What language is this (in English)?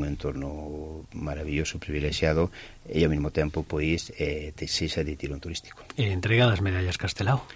Galician